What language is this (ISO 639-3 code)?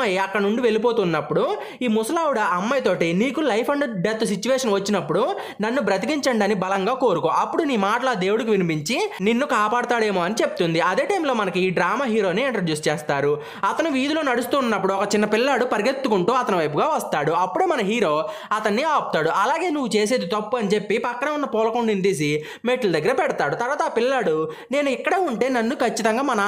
tel